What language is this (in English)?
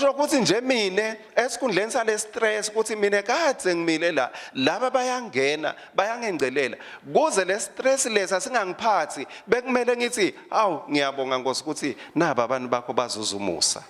Swati